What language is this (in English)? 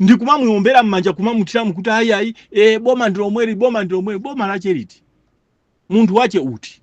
Nyanja